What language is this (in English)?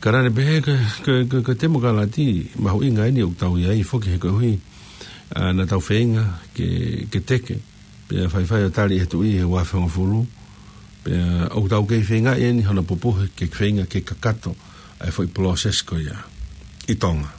Tongan